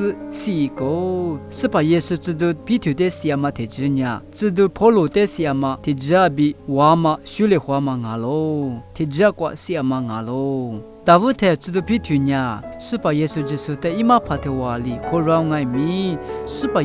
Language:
Lisu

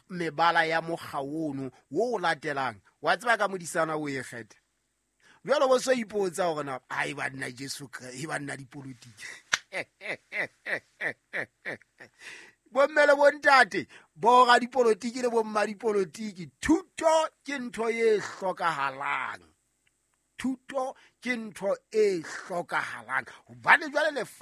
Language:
Southern Sotho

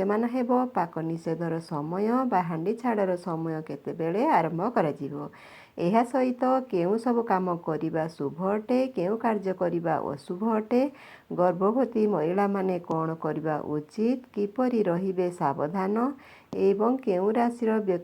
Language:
Odia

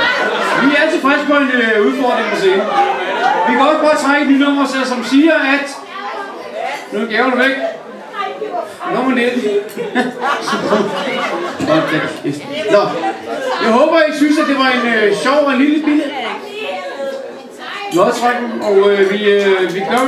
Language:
Danish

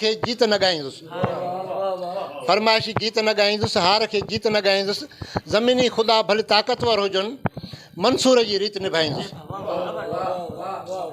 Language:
Sindhi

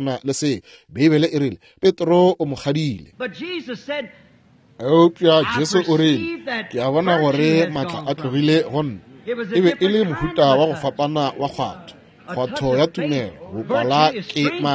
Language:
Northern Sotho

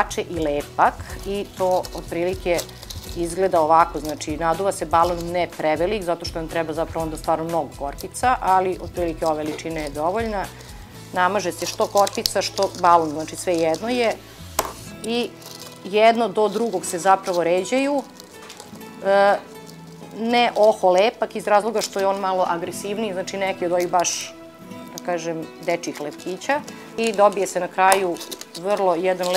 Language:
Serbian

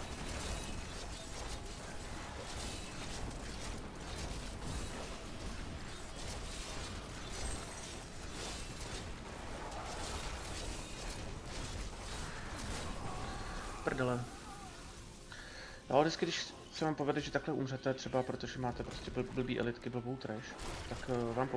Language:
Czech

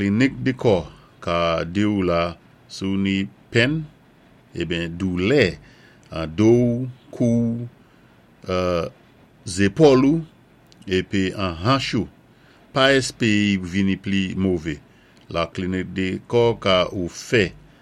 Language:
Saint Lucian Creole French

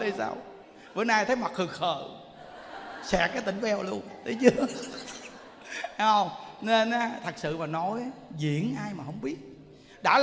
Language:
Vietnamese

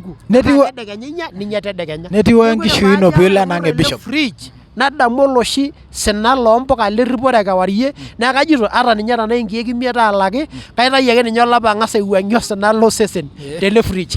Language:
Masai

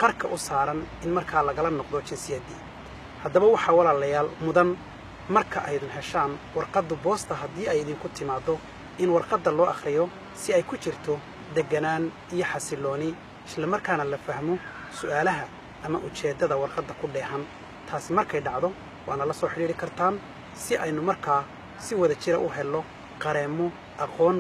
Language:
Somali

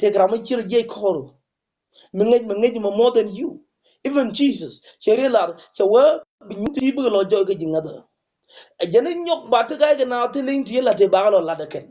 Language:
Nuer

